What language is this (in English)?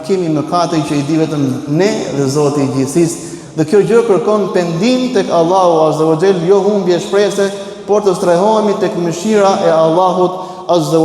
Albanian